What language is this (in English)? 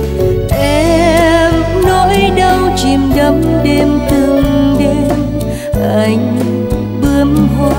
Vietnamese